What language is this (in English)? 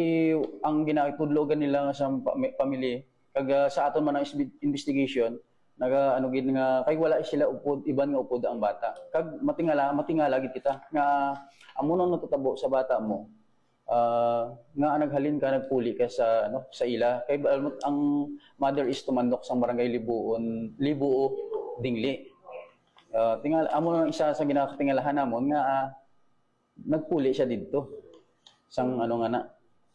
Hiligaynon